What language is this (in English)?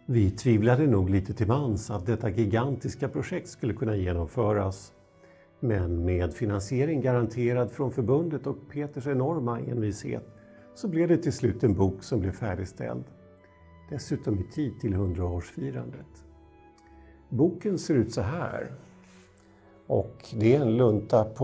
Swedish